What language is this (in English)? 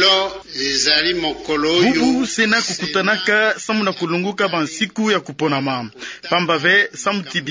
Kituba (Democratic Republic of Congo)